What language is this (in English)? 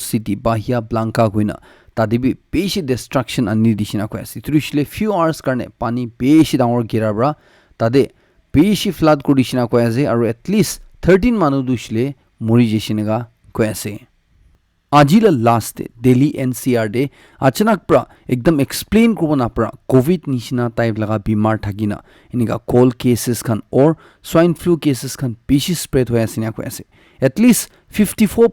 Naga Pidgin